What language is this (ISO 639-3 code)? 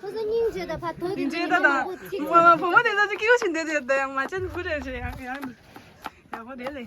bod